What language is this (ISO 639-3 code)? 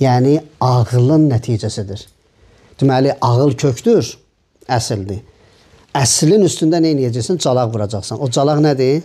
aze